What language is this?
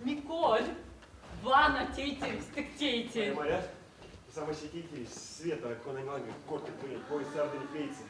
Erzya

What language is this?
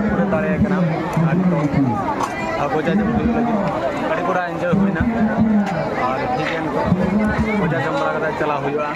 Santali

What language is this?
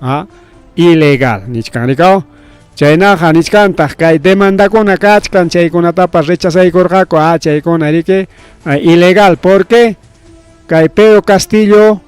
Ayacucho Quechua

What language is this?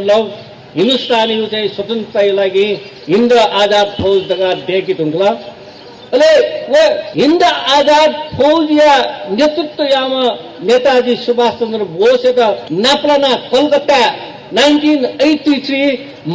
Newari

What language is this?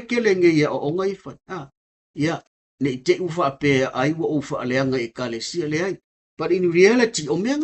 Samoan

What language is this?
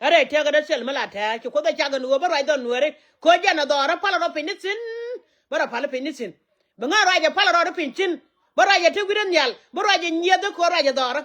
Nuer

